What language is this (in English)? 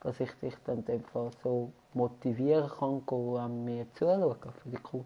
Swiss German